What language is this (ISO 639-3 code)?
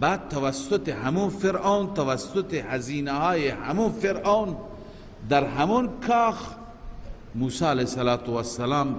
fas